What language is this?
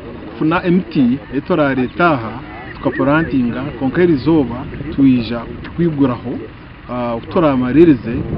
Nyankole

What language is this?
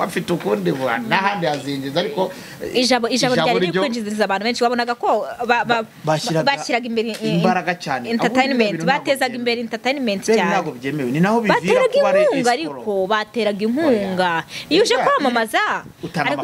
Kinyarwanda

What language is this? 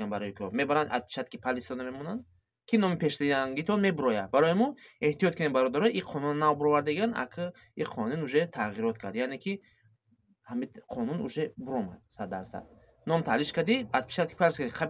Tajik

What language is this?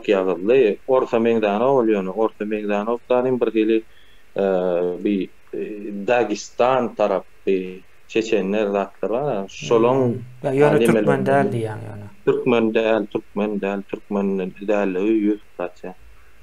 Turkmen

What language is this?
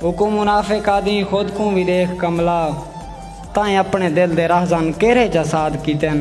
Saraiki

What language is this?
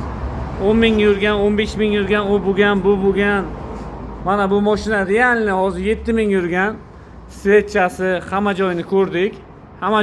Uzbek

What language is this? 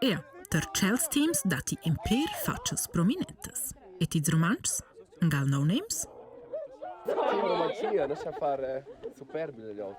Romansh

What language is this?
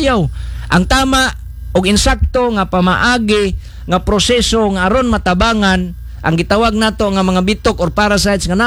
Cebuano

